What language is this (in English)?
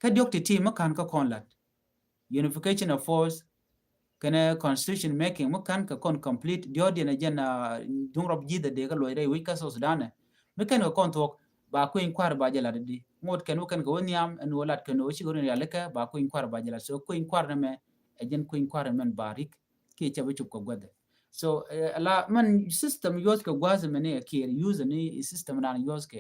Nuer